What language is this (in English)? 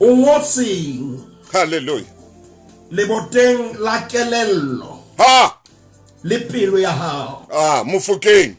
Southern Sotho